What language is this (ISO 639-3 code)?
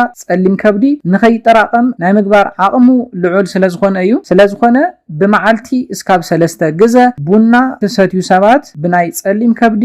tir